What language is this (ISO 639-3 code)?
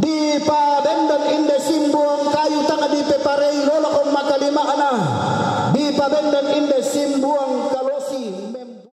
sda